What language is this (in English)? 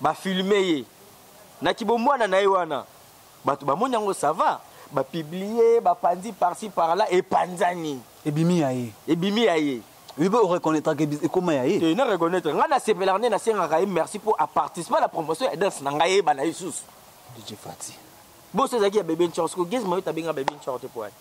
Lingala